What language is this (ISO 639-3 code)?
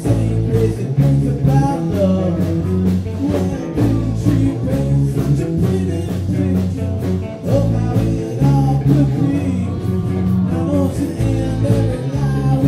eng